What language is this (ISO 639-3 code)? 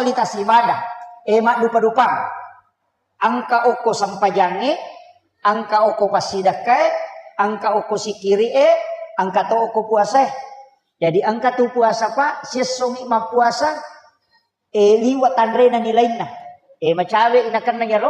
bug